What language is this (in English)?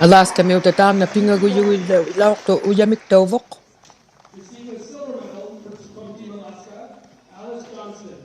Inuktitut